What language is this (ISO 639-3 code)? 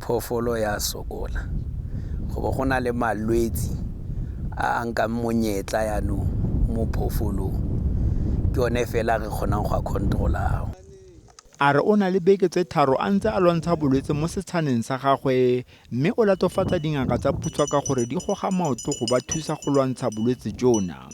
tsn